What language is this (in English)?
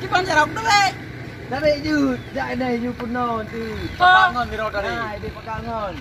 Achinese